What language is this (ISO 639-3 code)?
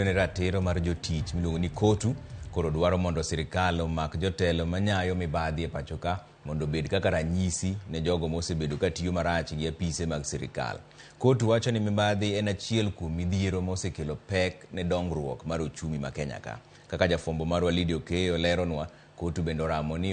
luo